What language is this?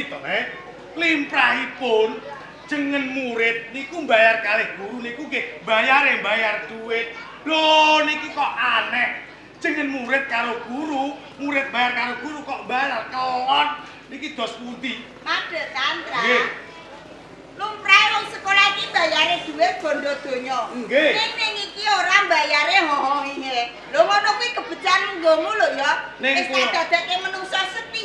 Javanese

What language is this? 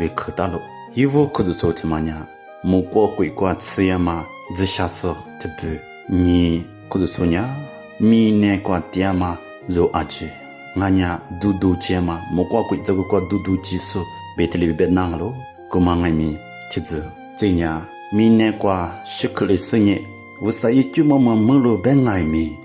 Lisu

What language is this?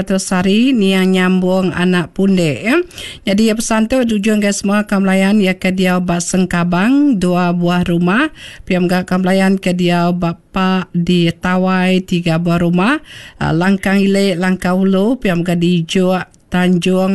Iban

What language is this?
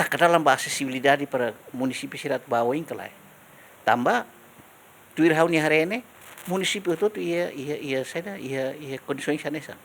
Tetum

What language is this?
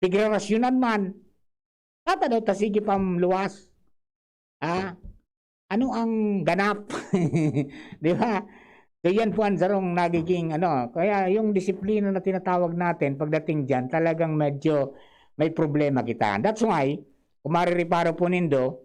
Bikol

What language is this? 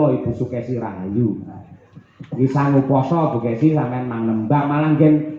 Javanese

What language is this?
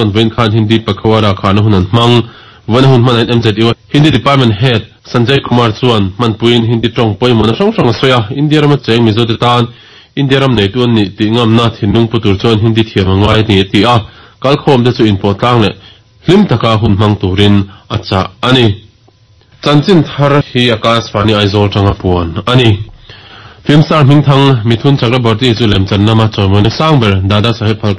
Mizo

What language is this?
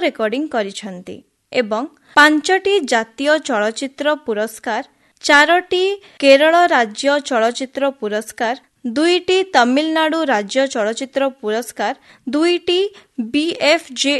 Odia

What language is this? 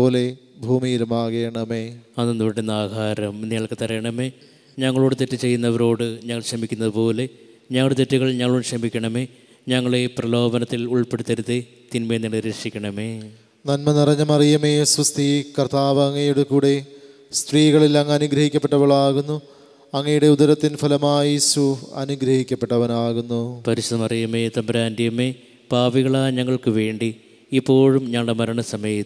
Malayalam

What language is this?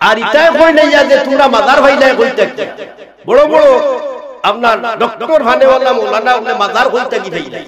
Sylheti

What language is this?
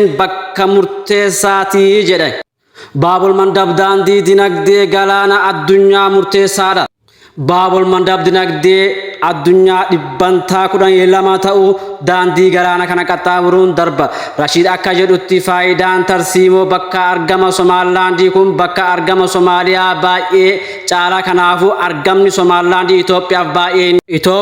Oromo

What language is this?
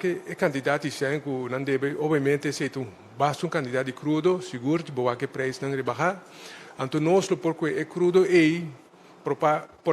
Papiamento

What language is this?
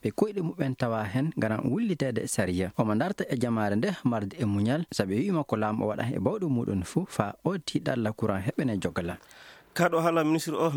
Fula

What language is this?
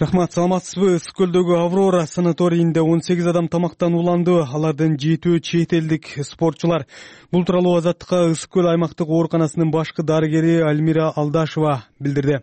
Kyrgyz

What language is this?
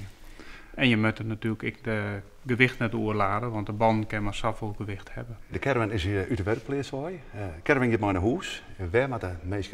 Western Frisian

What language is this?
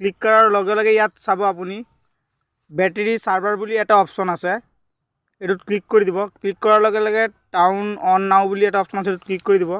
Assamese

